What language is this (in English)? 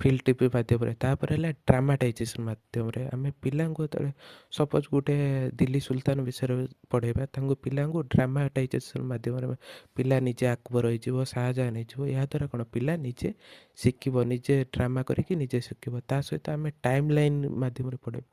Odia